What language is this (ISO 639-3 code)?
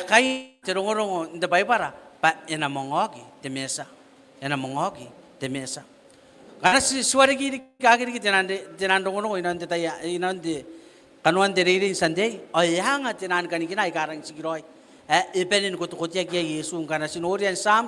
gil